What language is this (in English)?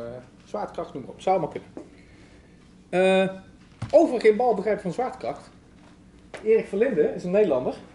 Dutch